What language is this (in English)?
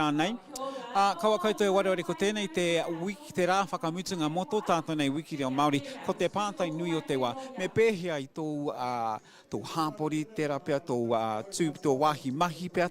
Māori